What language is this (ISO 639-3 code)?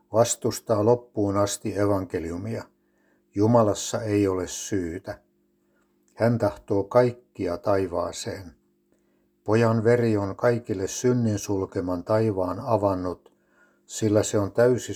fin